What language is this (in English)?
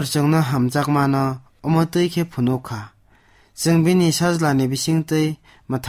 Kok Borok